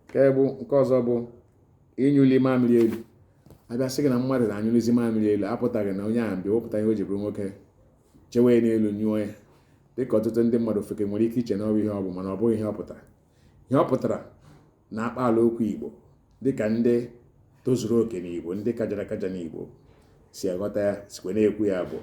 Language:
Igbo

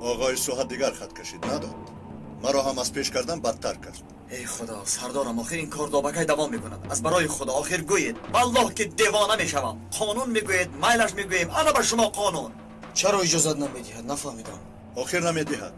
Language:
Tajik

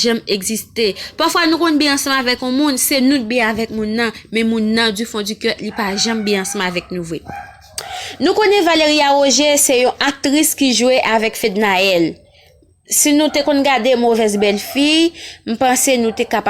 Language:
Haitian Creole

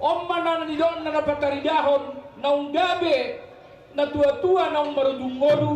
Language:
Batak Toba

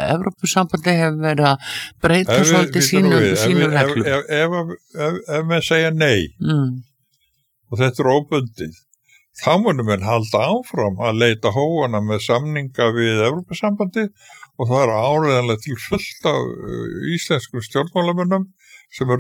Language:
Icelandic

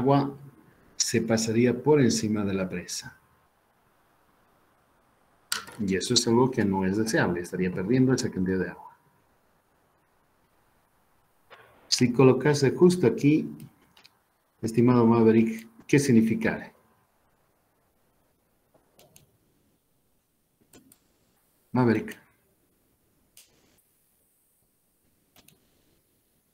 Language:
Spanish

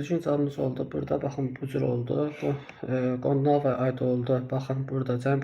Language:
Azerbaijani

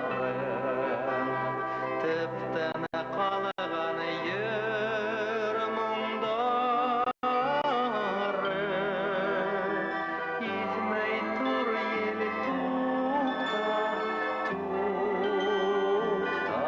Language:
Bashkir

